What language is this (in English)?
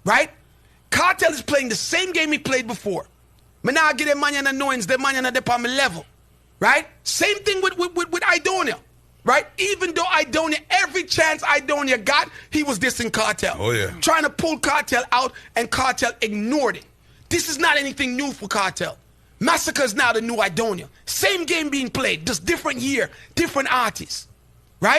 Jamaican Creole English